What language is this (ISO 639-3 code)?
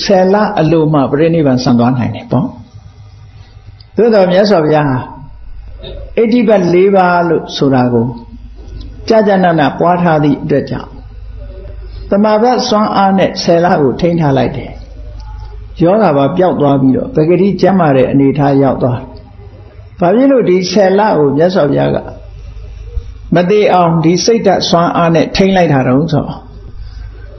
mya